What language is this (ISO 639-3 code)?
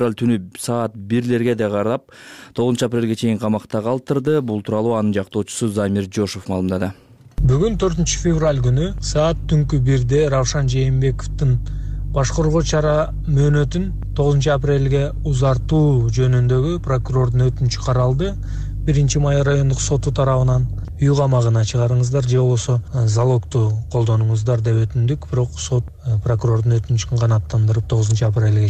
kir